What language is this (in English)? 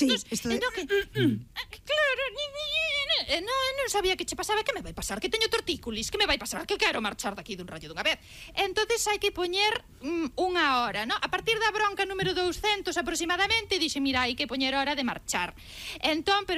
Galician